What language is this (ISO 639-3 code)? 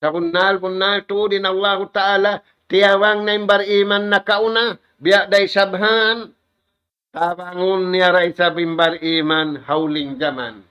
tsg